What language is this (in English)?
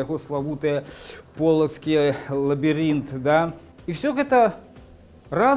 Belarusian